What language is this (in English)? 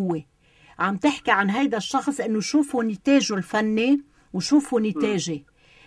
North Levantine Arabic